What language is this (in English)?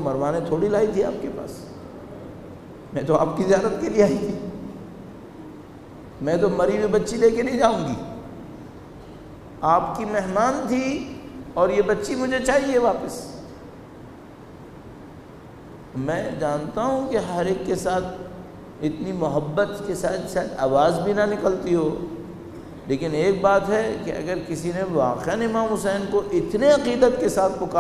Urdu